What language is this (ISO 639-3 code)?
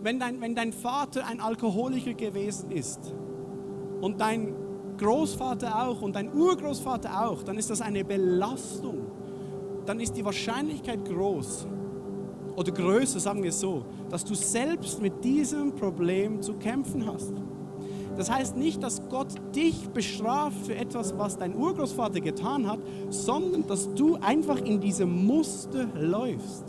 gsw